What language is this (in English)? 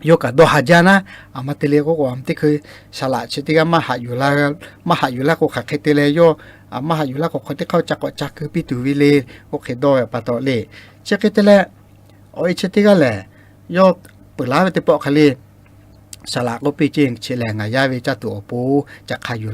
Lahu